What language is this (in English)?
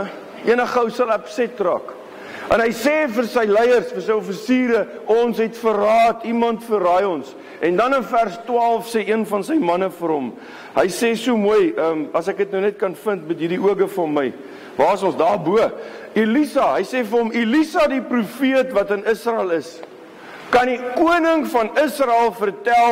Afrikaans